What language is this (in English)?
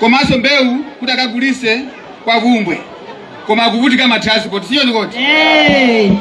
Nyanja